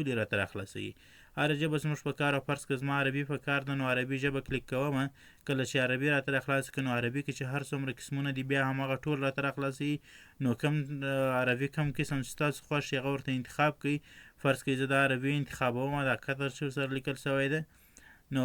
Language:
Pashto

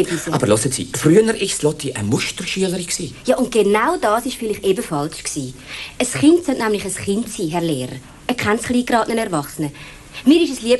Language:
Swiss German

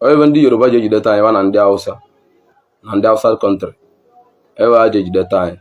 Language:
Igbo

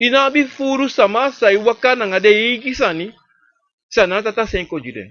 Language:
Sranan Tongo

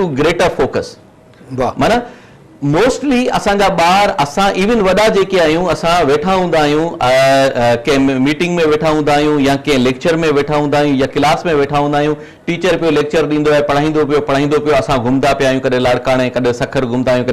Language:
Sindhi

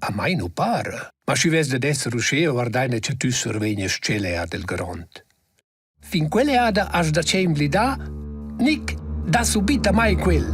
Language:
Romansh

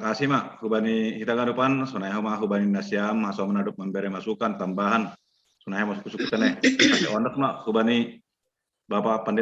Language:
Batak Simalungun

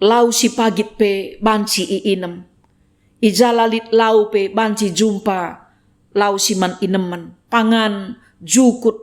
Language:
Batak Karo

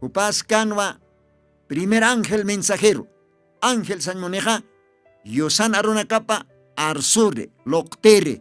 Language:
Aymara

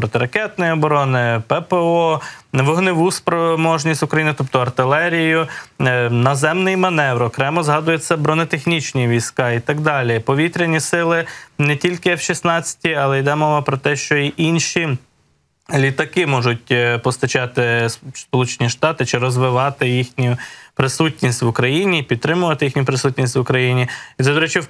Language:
Ukrainian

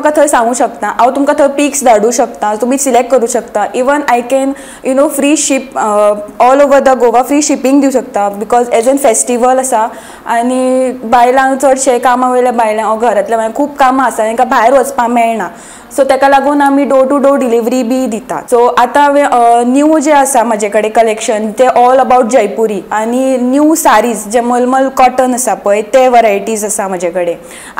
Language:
Konkani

